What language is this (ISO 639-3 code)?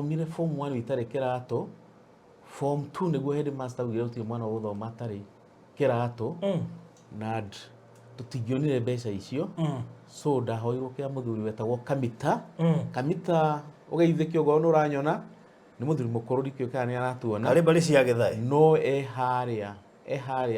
kik